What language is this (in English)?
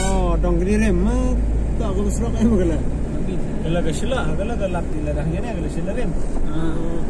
Khasi